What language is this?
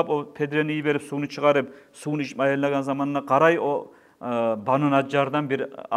Kumyk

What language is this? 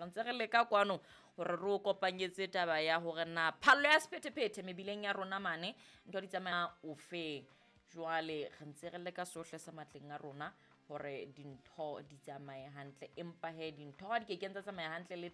Southern Sotho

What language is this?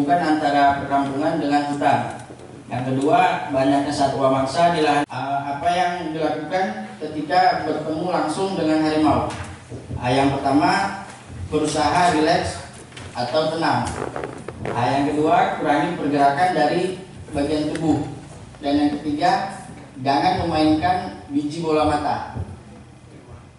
Indonesian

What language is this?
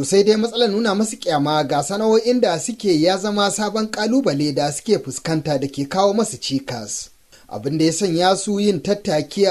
Hausa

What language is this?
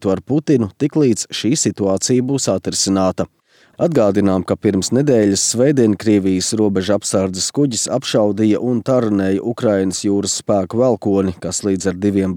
Latvian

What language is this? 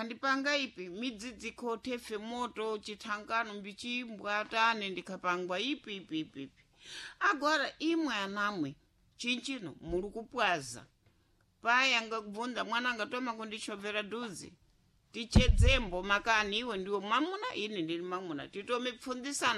Sena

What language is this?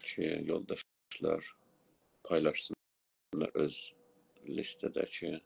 South Azerbaijani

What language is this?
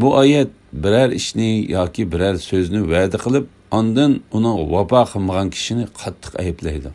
Uyghur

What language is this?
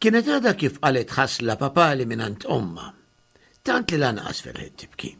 Maltese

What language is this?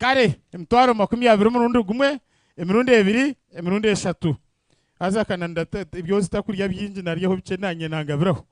Nyankole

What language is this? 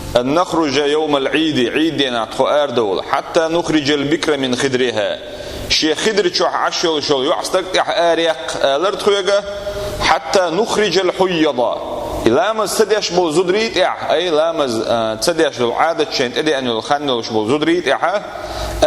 Chechen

